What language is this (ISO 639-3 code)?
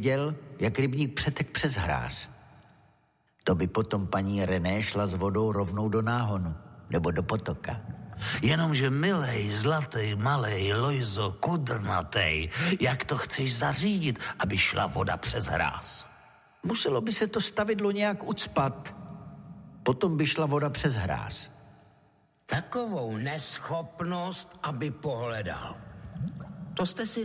ces